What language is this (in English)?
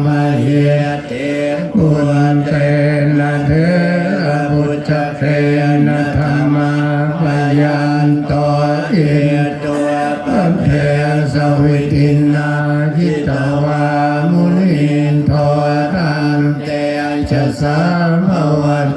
Pali